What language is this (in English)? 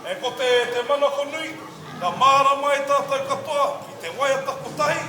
Māori